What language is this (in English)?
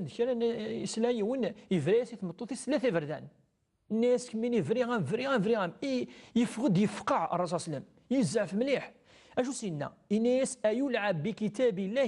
Kabyle